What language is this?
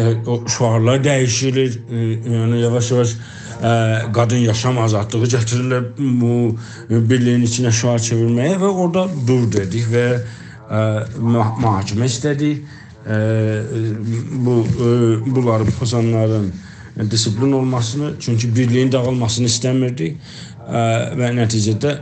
South Azerbaijani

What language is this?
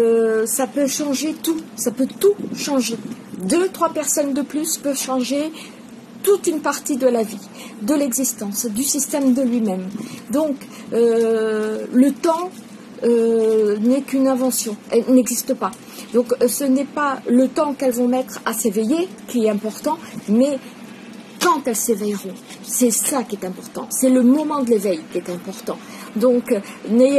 French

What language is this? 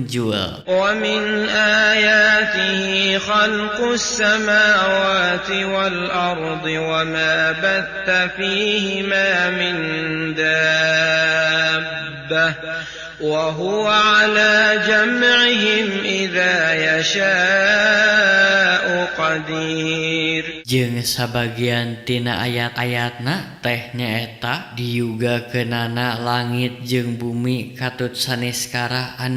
Sundanese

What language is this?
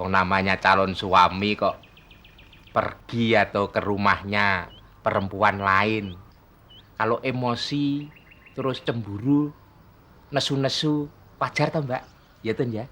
Betawi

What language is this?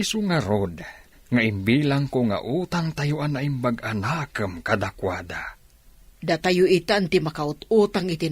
Iloko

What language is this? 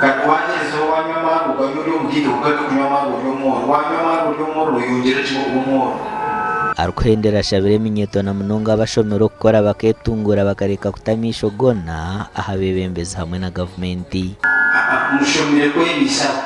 Nyankole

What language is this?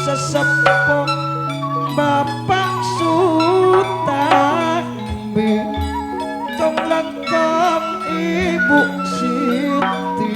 Madurese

